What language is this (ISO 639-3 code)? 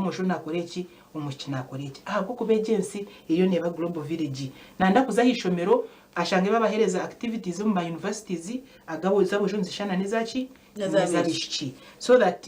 nyn